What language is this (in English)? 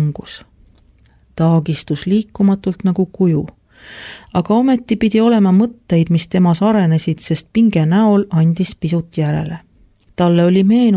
Estonian